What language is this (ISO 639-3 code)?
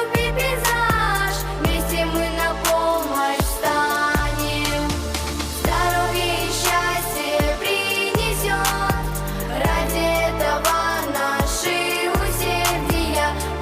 crh